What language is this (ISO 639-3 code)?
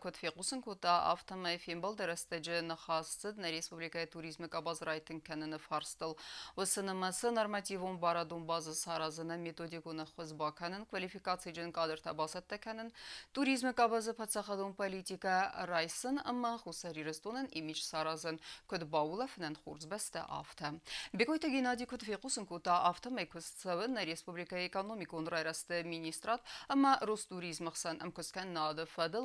oss